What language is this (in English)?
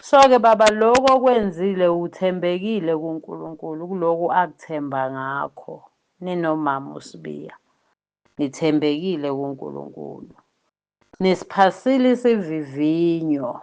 Zulu